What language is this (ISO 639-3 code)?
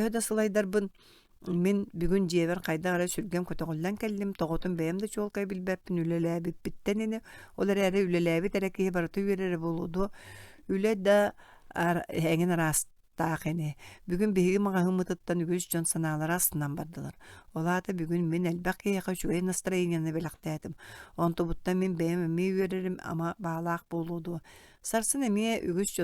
sah